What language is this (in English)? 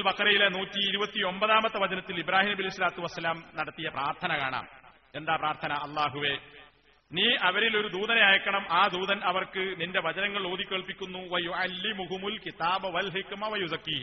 Malayalam